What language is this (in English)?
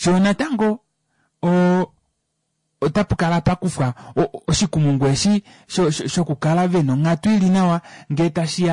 Kuanyama